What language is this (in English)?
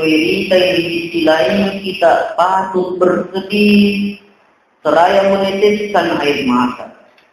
Buginese